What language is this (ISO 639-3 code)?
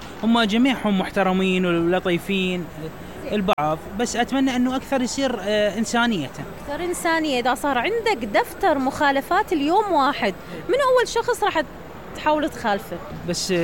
acm